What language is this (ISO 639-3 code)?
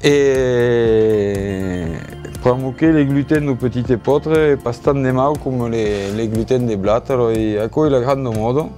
oci